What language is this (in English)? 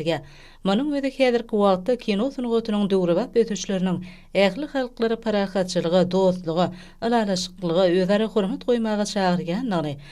Turkmen